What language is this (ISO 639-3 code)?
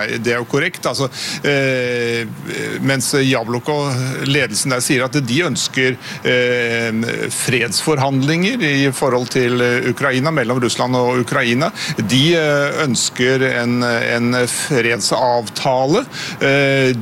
nor